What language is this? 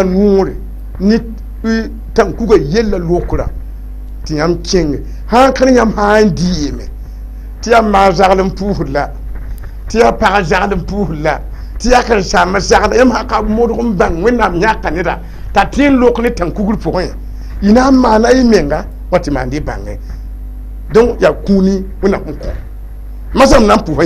Mossi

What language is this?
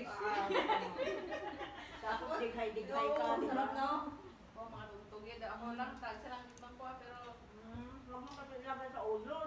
Filipino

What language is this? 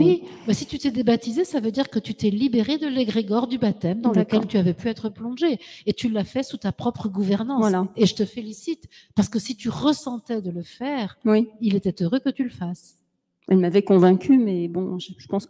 French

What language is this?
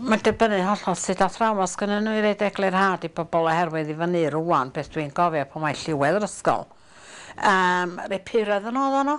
Welsh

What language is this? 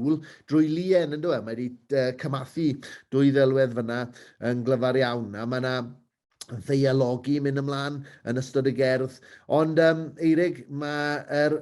Welsh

